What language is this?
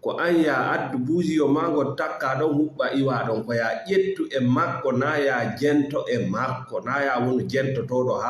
Fula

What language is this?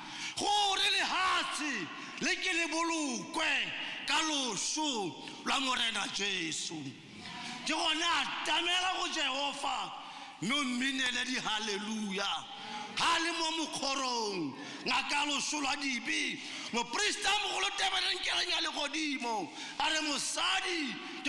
Tswana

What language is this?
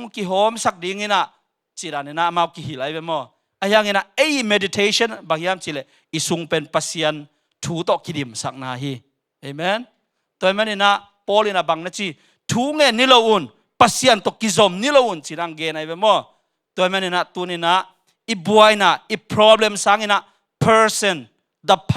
Tedim Chin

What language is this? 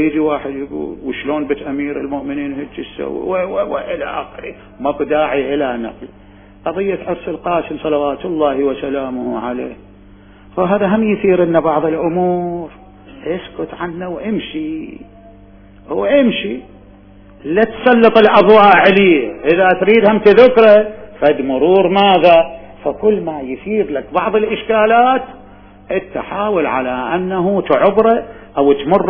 Mesopotamian Arabic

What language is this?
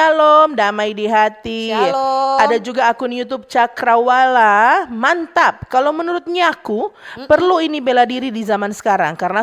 Manado Malay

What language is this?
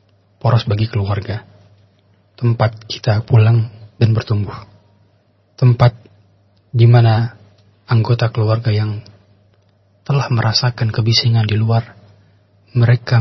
Indonesian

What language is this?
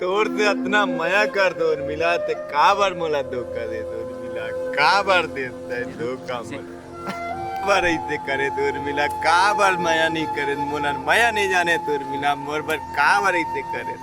Chhattisgarhi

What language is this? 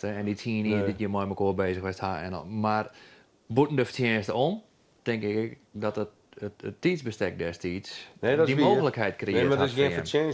Western Frisian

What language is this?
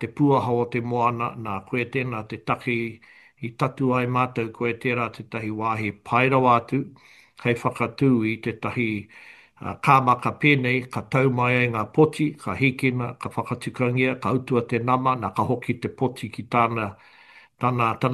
Māori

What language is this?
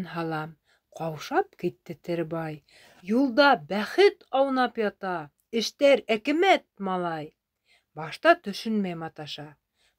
Bashkir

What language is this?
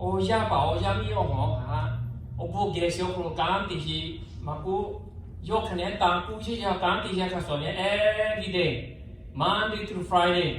Lahu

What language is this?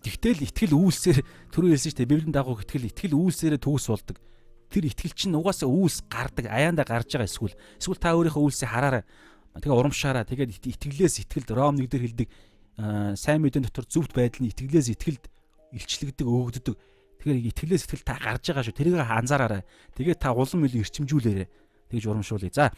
Mongolian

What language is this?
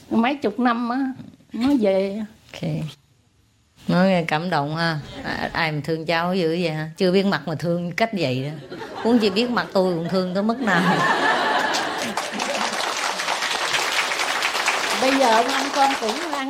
Vietnamese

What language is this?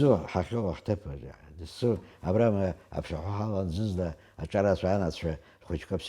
Abkhazian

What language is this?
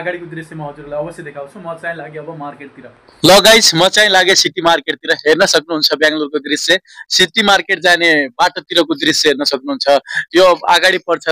Nepali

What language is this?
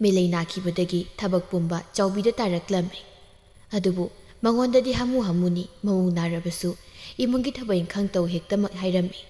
Manipuri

